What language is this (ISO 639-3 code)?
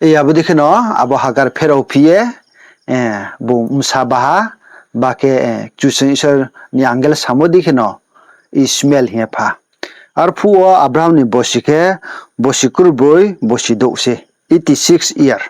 ria